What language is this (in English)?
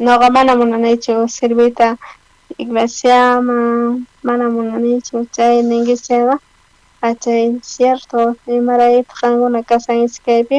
South Bolivian Quechua